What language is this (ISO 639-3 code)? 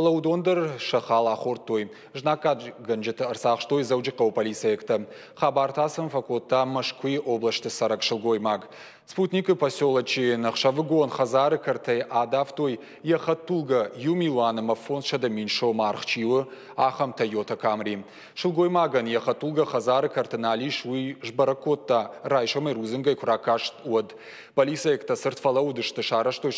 oss